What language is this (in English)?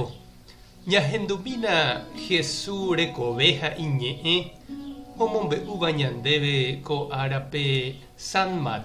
Guarani